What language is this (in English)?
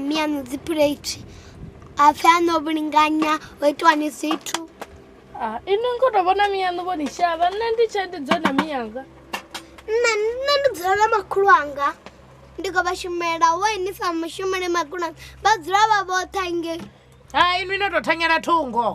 Venda